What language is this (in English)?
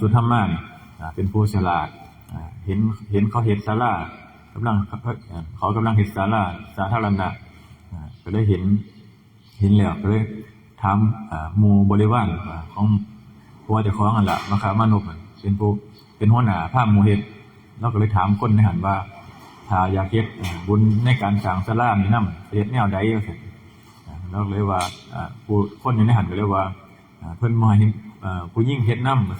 Northeastern Thai